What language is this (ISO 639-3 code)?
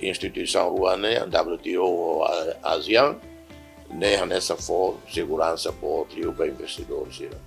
tet